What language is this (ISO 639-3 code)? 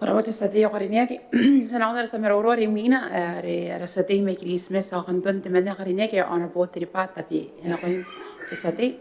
gil